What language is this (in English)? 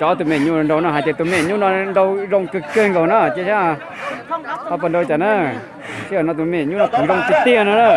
Hmong